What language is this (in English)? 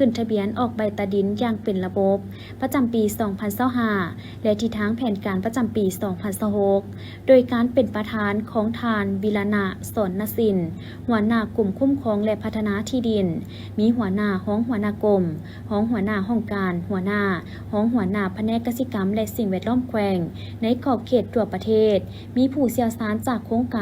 Lao